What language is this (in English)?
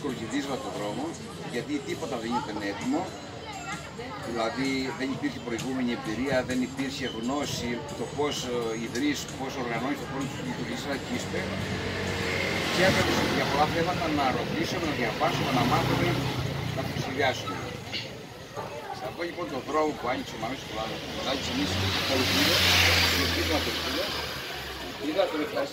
Greek